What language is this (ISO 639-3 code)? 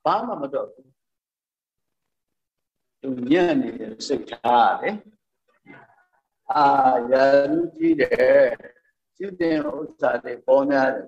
mya